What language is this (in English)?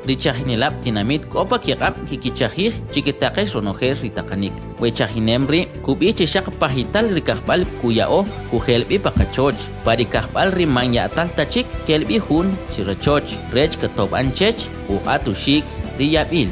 Kʼicheʼ